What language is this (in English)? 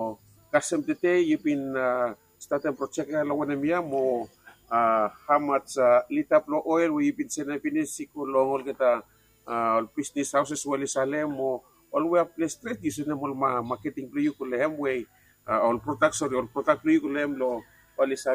Bislama